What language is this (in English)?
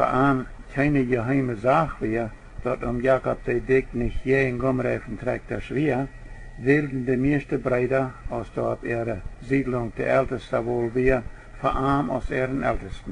Plautdietsch